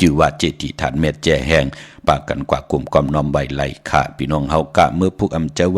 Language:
Shan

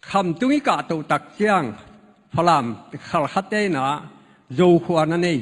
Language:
Tedim Chin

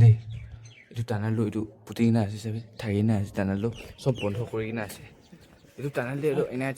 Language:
Naga Pidgin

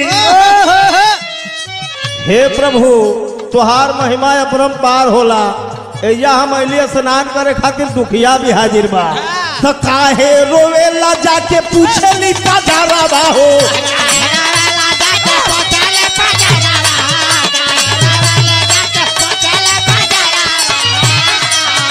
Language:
Bhojpuri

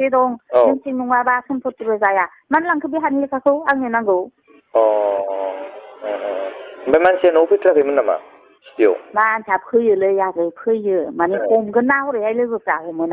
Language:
Bodo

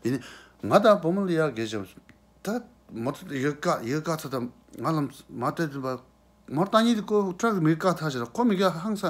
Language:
Tibetan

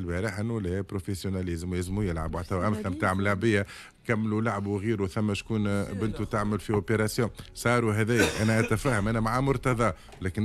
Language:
Tunisian Arabic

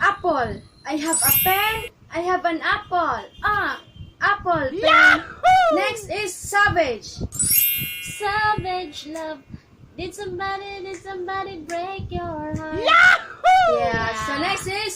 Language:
Cebuano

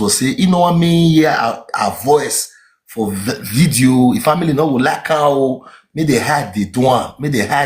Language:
Nigerian Pidgin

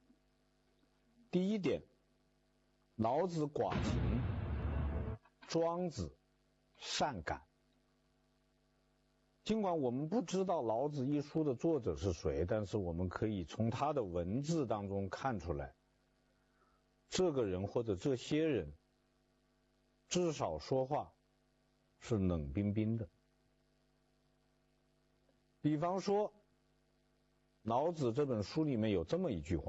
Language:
Chinese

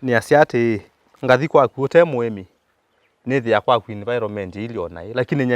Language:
Kamba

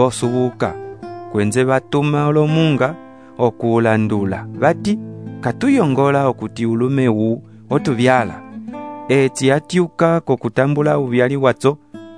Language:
Umbundu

